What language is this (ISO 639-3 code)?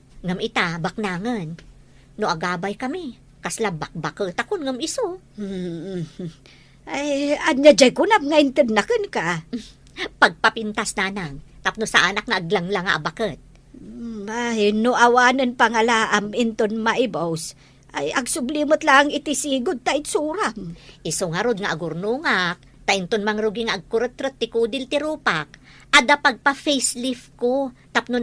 ilo